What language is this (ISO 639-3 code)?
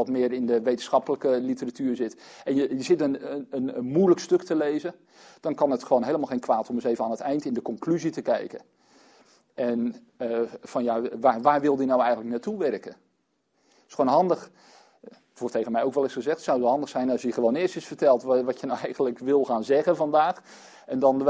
nld